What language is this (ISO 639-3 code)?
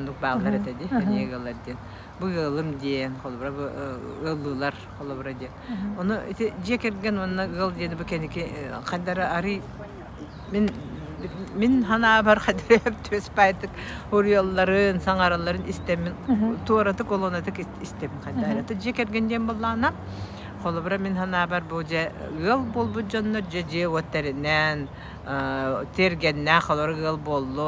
sah